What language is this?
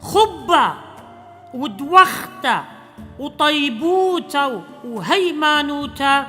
Assyrian Neo-Aramaic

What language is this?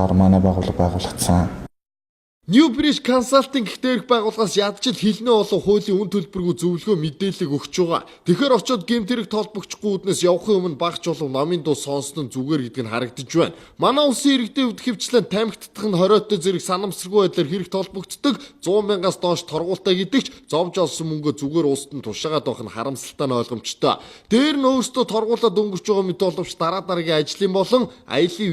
Mongolian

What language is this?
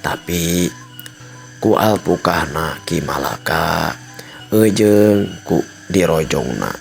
Sundanese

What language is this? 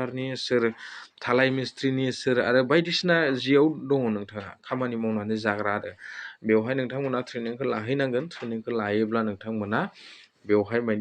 Bodo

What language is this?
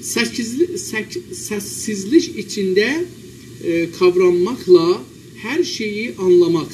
South Azerbaijani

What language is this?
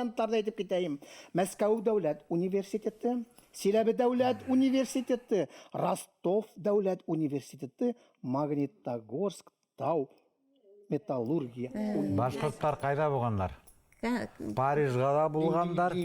Bashkir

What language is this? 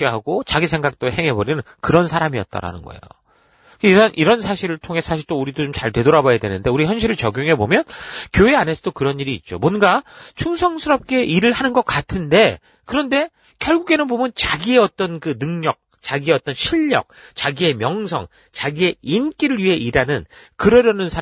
Korean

